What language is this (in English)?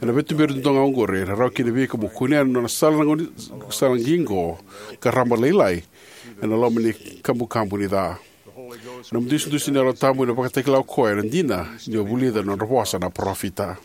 Fijian